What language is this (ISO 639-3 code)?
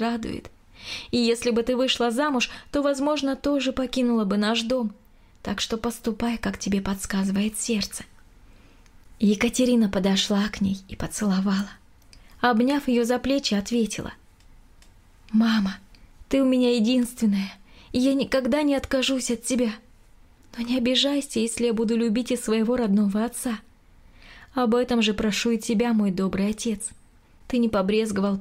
rus